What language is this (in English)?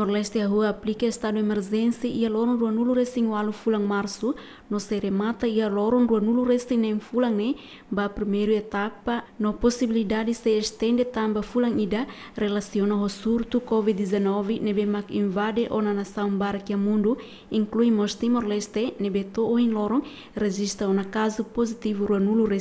Tetum